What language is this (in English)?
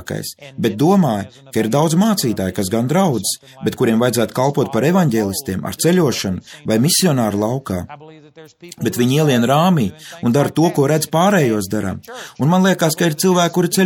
Latvian